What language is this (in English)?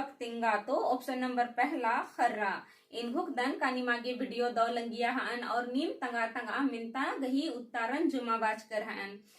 Kurukh